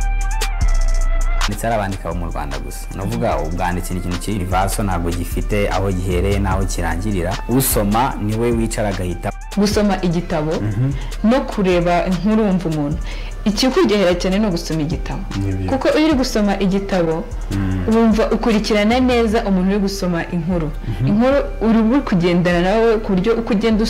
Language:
Kinyarwanda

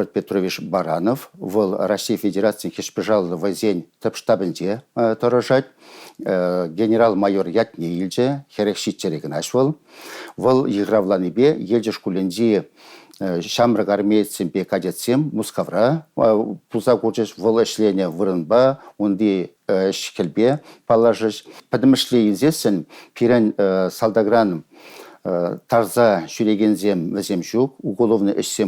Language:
Chuvash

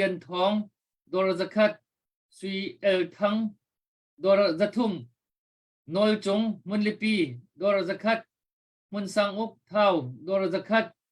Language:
Hakha Chin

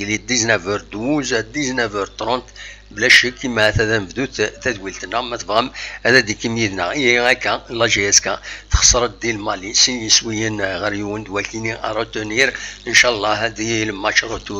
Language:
Kabyle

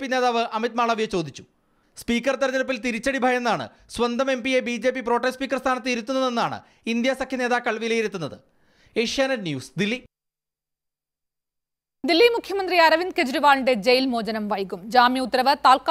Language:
Malayalam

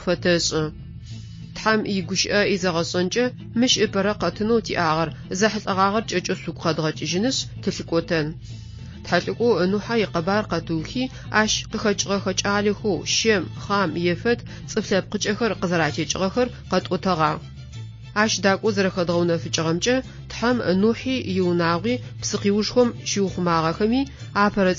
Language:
Adyghe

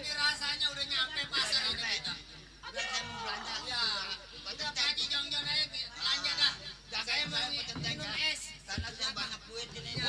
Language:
Betawi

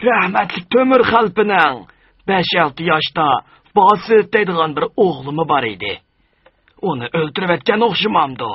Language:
Uyghur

